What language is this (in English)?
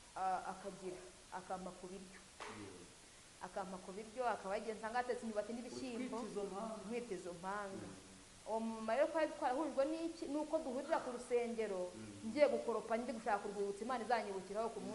Kinyarwanda